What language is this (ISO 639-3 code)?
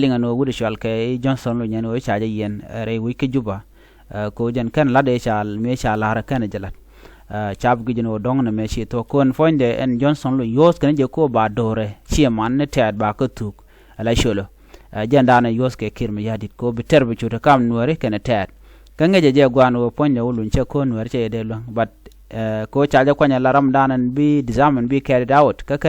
nus